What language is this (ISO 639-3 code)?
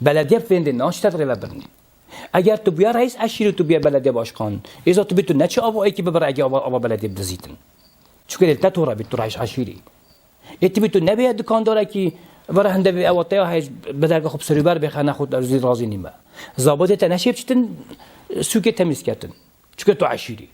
kur